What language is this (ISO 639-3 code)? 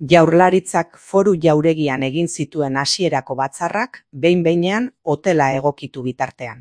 eus